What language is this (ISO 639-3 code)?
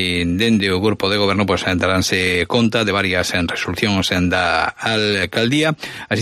glg